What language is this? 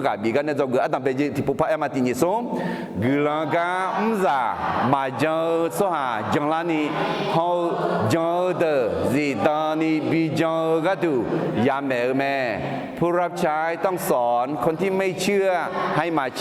Akha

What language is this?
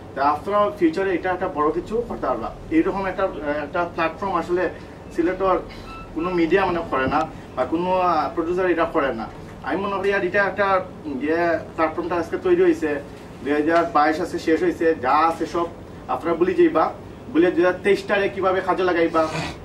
Sylheti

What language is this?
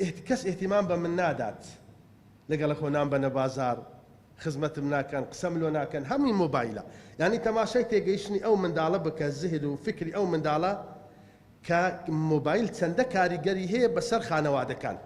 Central Kurdish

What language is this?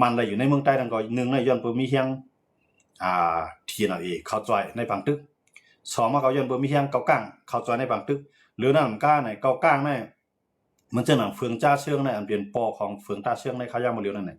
Shan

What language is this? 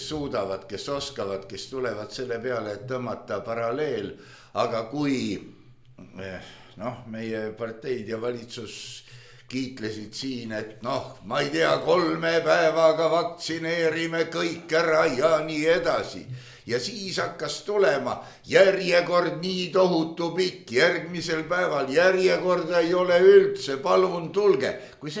Estonian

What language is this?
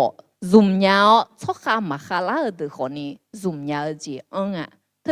Akha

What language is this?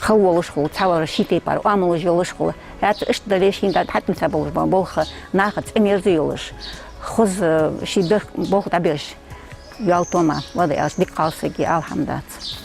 Ingush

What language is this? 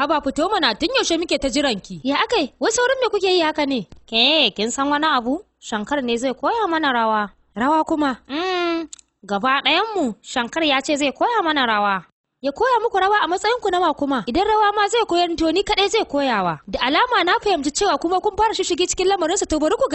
Hausa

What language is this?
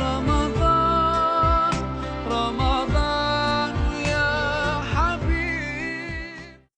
Persian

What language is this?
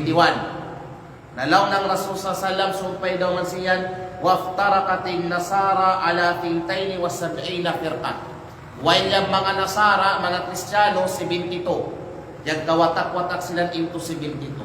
Kalagan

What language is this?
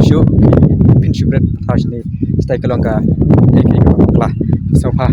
Khasi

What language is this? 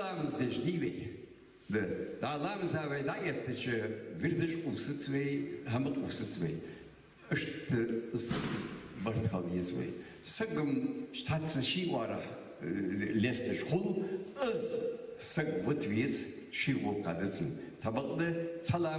Ingush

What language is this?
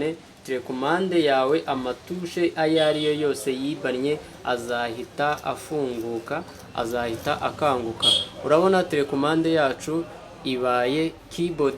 Kinyarwanda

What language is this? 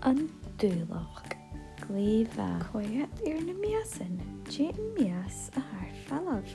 Scottish Gaelic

